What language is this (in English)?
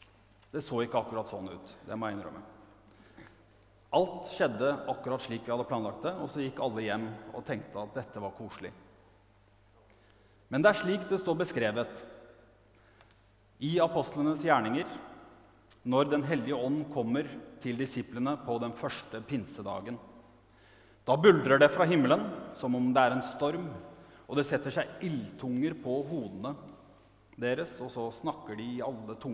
Norwegian